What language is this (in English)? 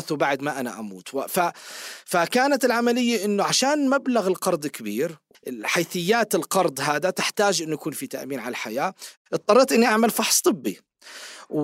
North Levantine Arabic